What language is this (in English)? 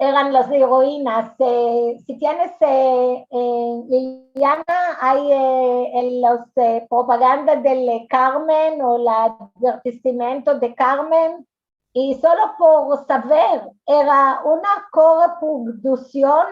Ladino